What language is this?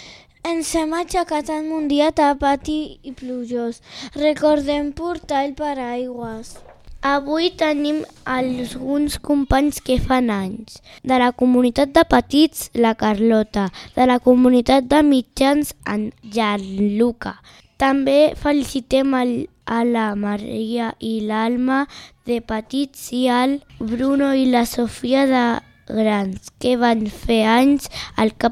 Catalan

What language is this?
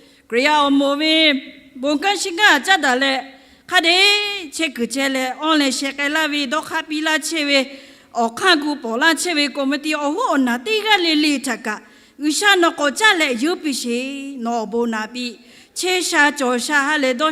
Lahu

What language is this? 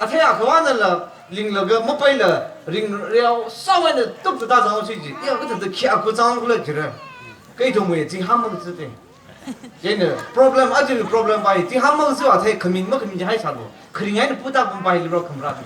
Tangkhul Naga (India)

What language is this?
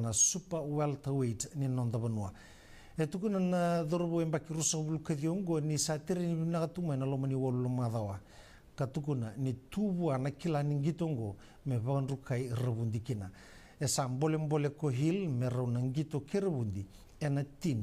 Fijian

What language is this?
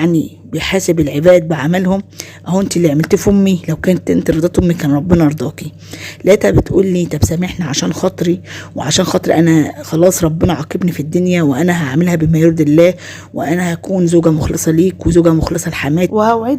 Egyptian Arabic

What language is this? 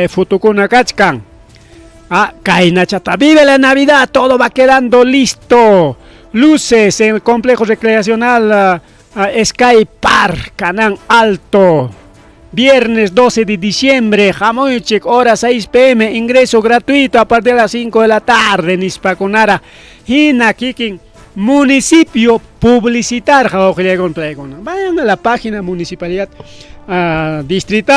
Ayacucho Quechua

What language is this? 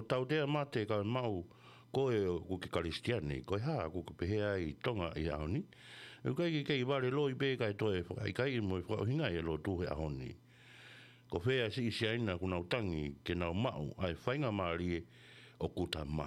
Tongan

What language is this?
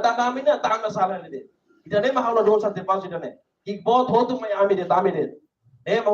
Tetum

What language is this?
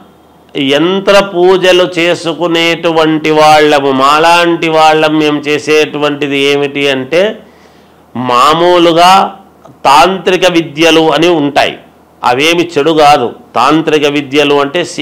Telugu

